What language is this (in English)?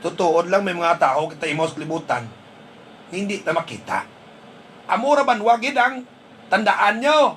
Hiligaynon